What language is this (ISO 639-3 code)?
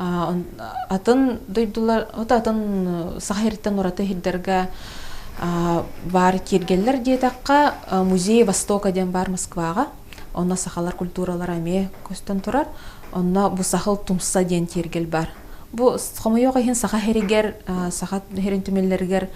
sah